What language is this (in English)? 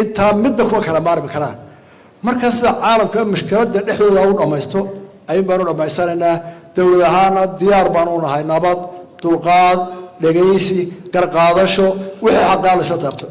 Somali